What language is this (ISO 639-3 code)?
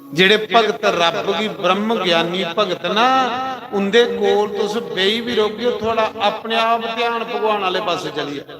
doi